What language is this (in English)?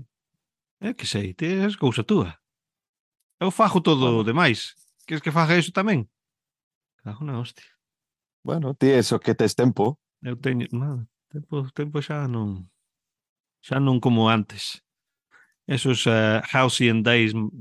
Galician